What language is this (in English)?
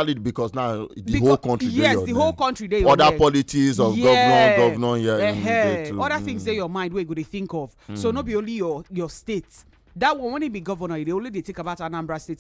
Nigerian Pidgin